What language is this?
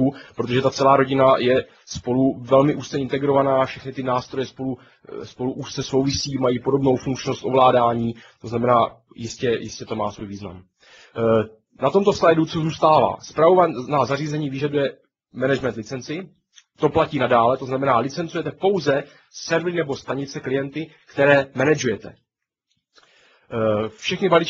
Czech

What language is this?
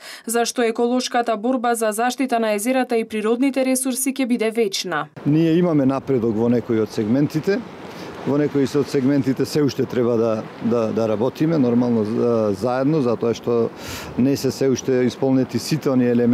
Macedonian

